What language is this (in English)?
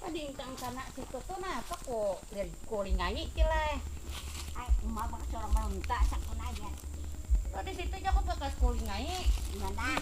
Banjar